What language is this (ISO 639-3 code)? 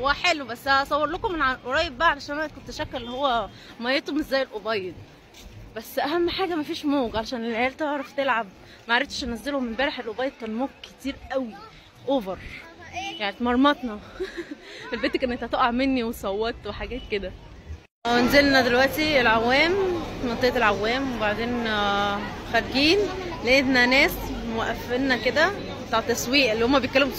arz